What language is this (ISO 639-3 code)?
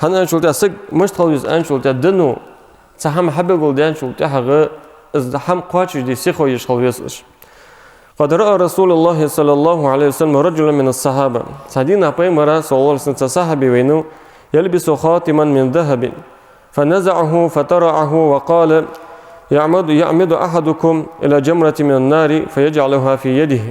inh